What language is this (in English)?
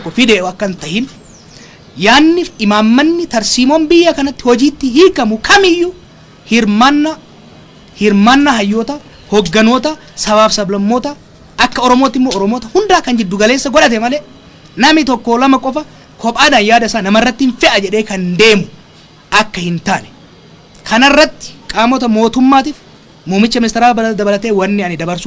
Oromo